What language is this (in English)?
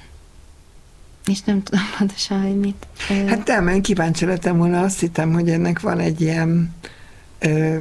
Hungarian